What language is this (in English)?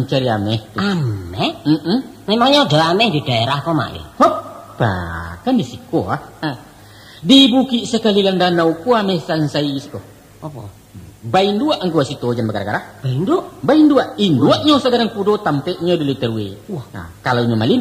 Minangkabau